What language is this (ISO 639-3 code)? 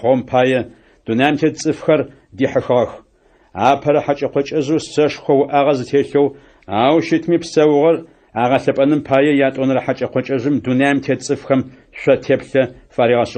ady